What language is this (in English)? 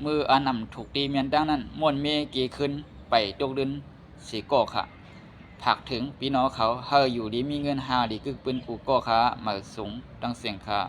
Shan